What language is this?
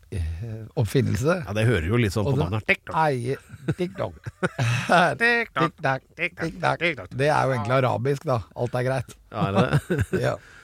Norwegian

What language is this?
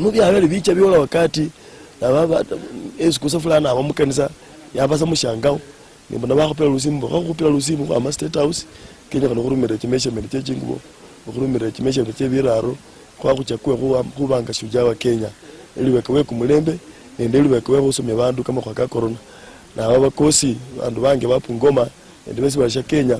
Luyia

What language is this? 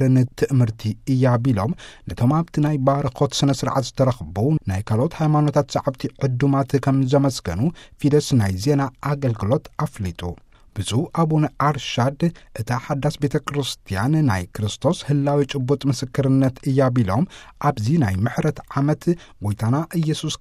Tigrinya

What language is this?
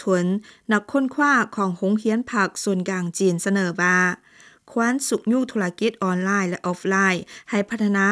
Lao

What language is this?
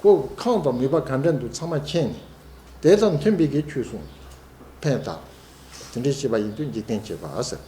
Tibetan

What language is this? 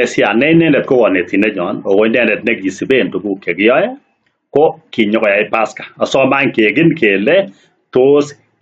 Kalenjin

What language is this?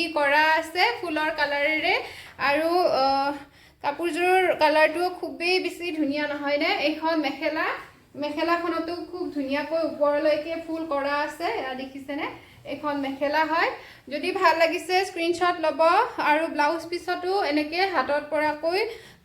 Assamese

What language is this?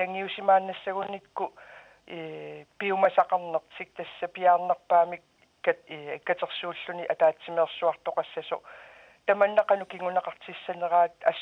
Kalaallisut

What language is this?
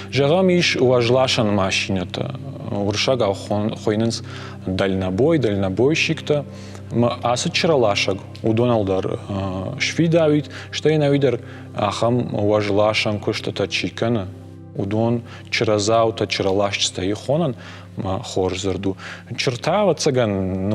Ossetic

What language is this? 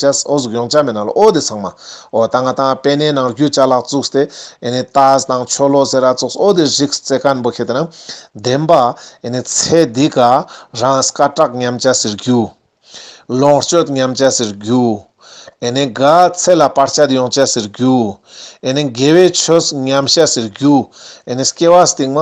Ladakhi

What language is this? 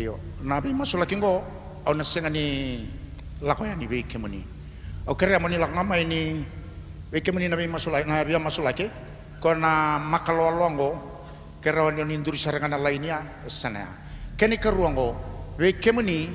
Fijian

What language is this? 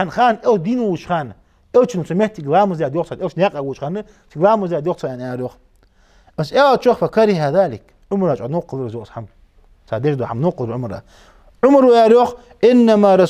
Ingush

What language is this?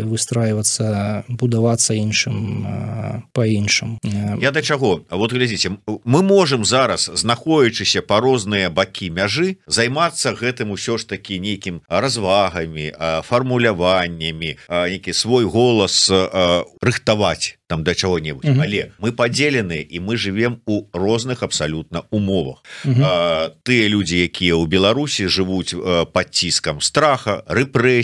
Belarusian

